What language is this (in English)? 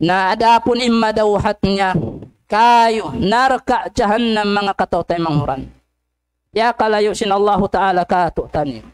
Tausug